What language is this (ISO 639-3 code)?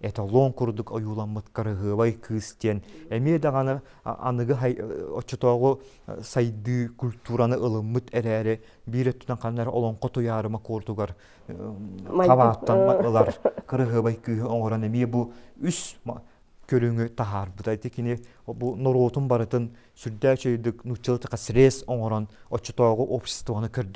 sah